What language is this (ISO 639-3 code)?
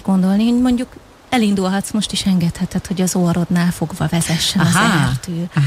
hun